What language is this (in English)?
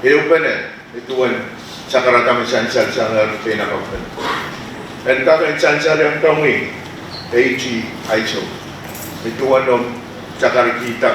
Pohnpeian